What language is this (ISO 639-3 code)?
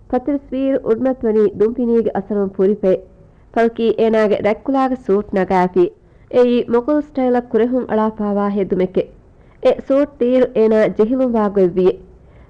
div